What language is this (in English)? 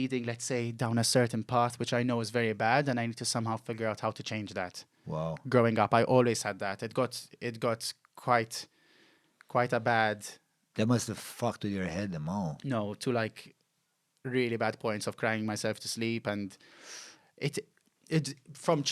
English